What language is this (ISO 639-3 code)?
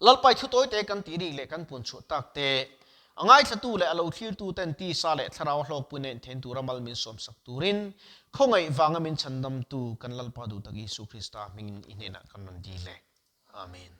lus